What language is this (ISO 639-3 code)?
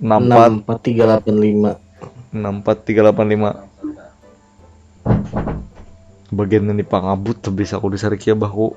bjn